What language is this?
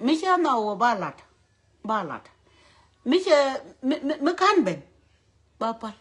Nuer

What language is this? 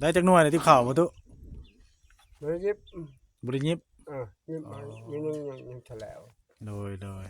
Northeastern Thai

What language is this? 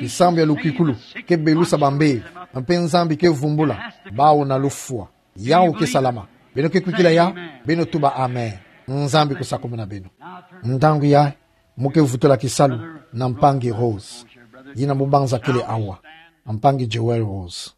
Kituba (Democratic Republic of Congo)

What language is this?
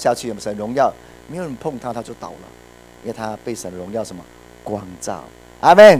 Chinese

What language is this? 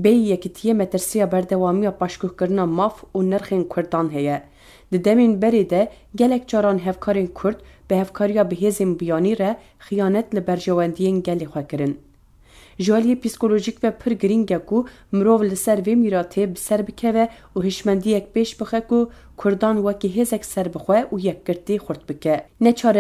Kurdish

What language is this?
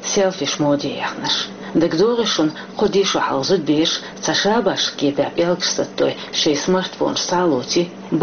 Chechen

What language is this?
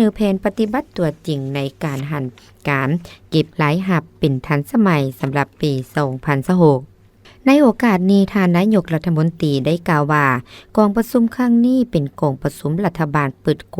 Lao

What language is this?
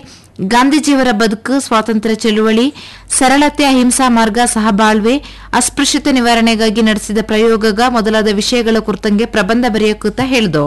Kannada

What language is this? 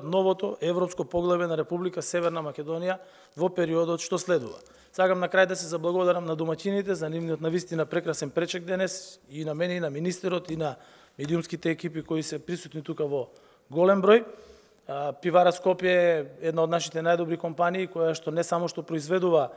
Macedonian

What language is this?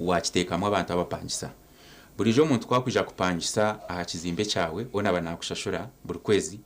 Nyankole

